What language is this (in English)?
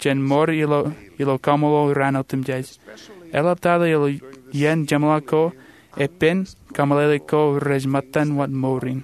Marshallese